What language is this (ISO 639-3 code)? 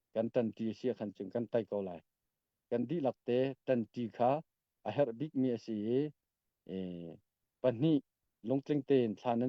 cnh